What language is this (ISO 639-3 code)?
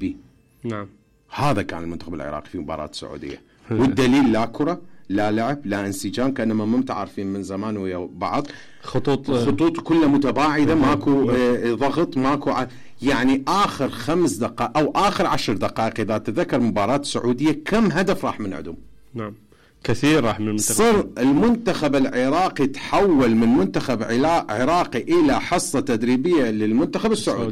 acm